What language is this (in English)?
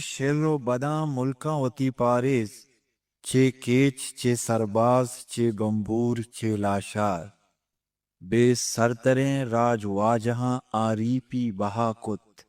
Eastern Balochi